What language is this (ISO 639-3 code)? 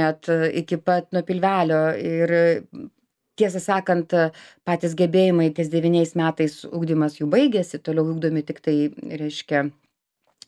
lit